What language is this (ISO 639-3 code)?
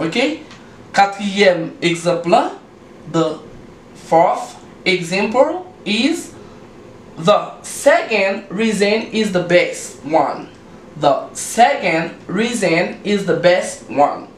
hat